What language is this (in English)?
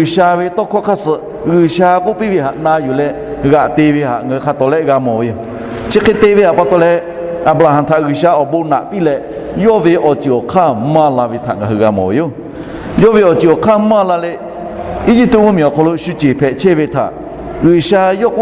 Lahu